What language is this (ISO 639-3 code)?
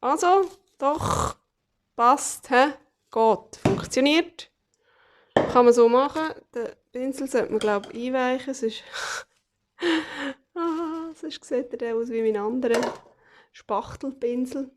gsw